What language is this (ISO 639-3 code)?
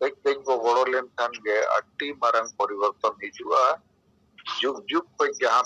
sat